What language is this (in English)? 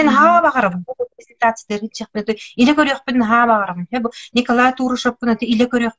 Yakut